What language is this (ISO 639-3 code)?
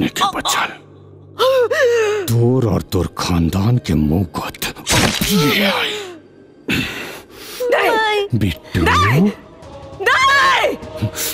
bho